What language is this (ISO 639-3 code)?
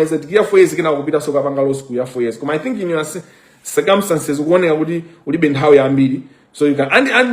nya